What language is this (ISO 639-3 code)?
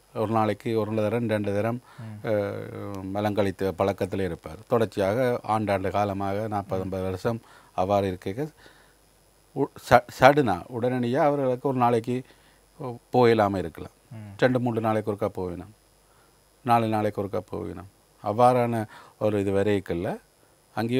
tam